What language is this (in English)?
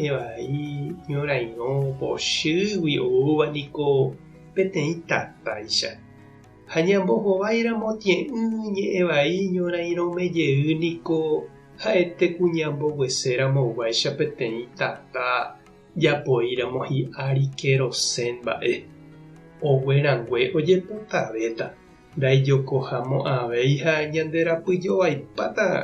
Guarani